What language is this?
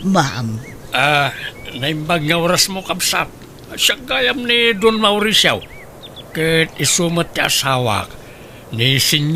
Iloko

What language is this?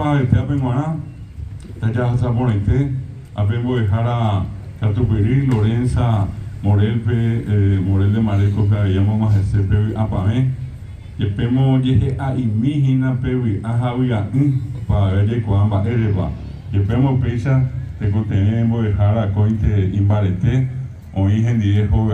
Guarani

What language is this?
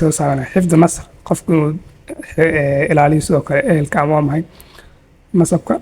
Somali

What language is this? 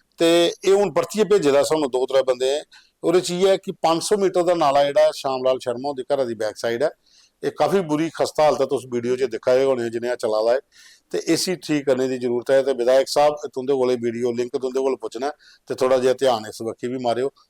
Dogri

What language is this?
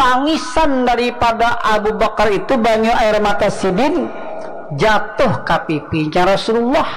Banjar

